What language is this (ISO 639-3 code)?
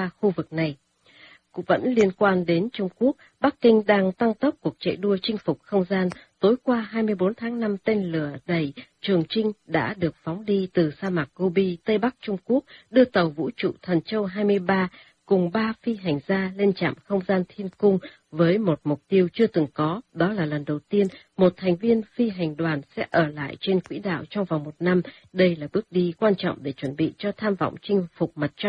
vie